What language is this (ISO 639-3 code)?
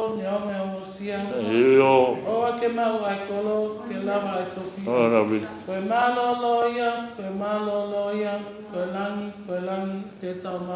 ton